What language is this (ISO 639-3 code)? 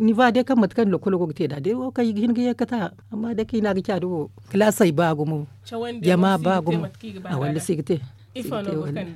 dje